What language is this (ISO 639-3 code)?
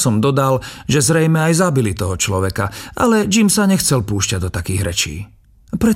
slk